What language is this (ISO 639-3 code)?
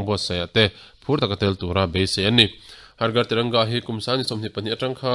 lus